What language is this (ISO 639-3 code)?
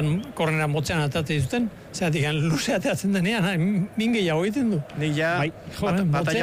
eus